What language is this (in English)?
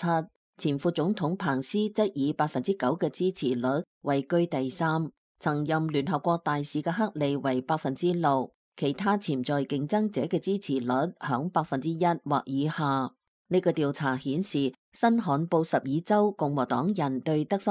Cantonese